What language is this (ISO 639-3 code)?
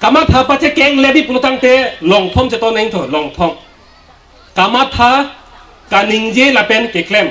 mjw